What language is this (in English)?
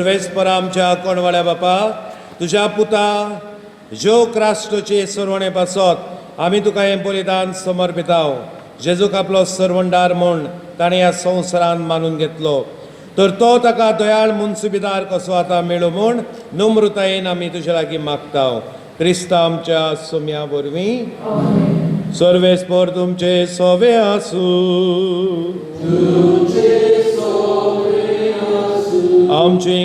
Konkani